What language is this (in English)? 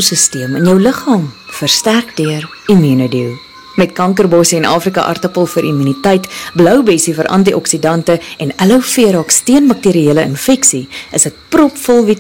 Afrikaans